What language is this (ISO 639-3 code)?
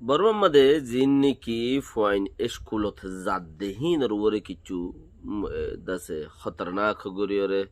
rhg